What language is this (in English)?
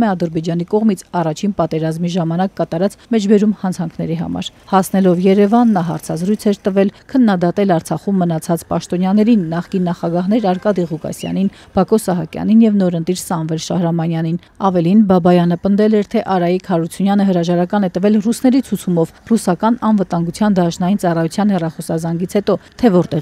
Armenian